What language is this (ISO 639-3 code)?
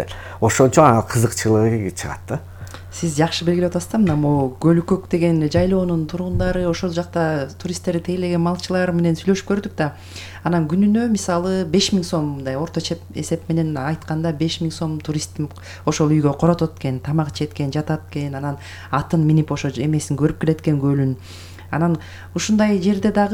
kir